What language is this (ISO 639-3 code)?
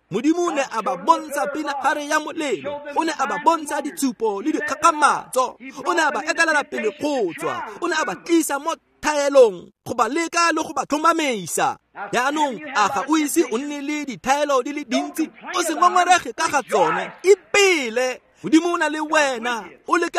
tsn